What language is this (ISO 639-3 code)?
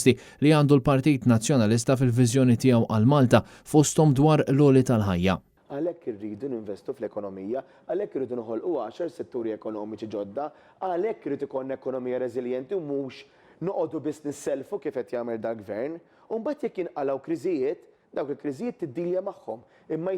mlt